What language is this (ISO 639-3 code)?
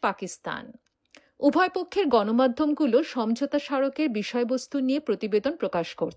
ben